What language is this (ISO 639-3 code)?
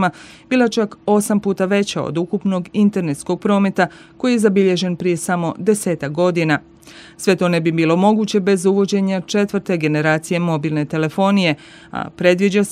hrv